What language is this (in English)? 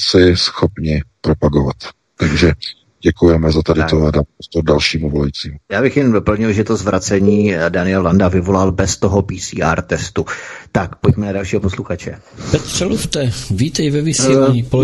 Czech